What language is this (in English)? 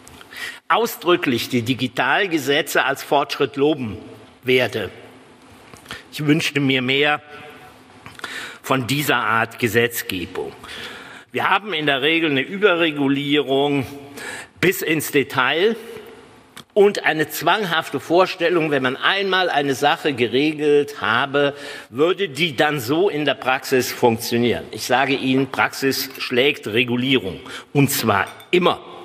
German